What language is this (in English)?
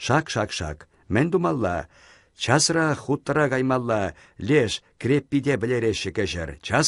Chuvash